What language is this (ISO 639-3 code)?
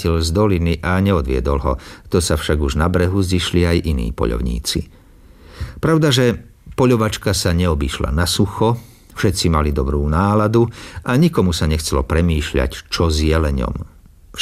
slk